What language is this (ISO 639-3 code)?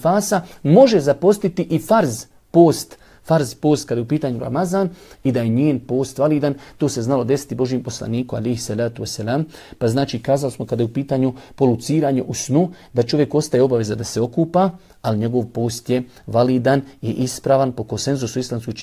bos